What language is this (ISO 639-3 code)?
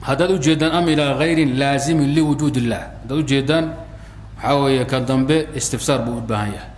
som